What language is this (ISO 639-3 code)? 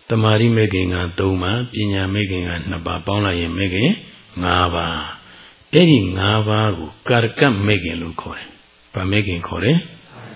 mya